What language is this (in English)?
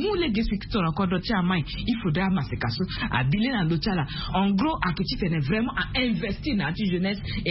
Sango